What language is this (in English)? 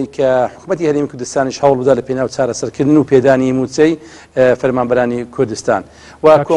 Central Kurdish